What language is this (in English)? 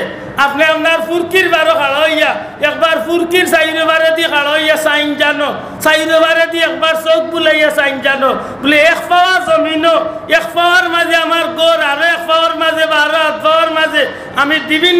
Sylheti